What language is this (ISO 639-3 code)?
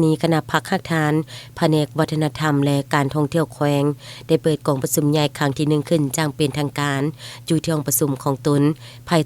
lao